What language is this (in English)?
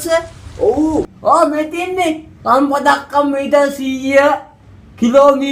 Sinhala